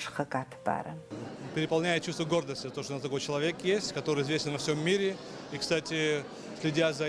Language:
Abkhazian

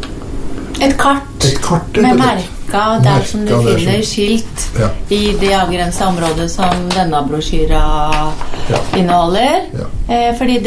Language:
Norwegian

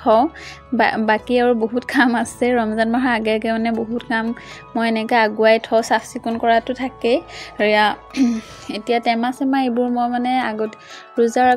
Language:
Assamese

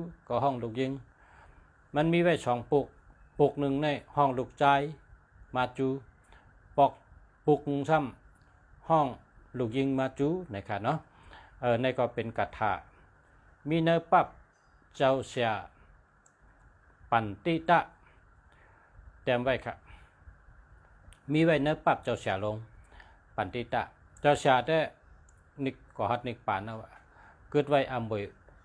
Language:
Shan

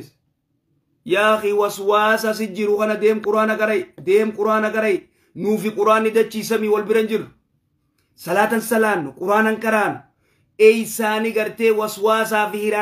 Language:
Oromo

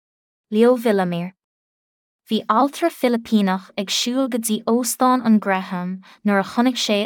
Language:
Irish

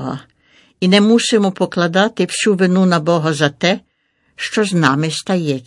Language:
Ukrainian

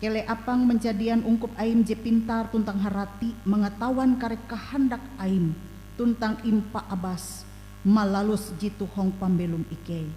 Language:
Ngaju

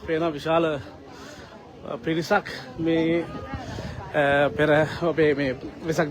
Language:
Sinhala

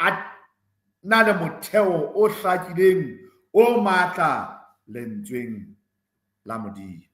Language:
Southern Sotho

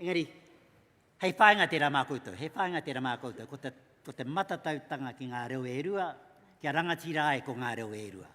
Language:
Māori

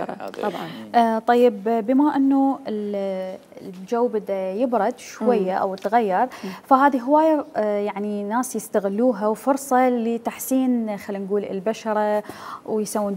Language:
Mesopotamian Arabic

